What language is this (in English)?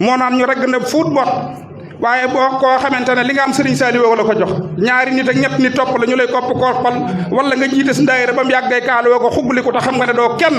Wolof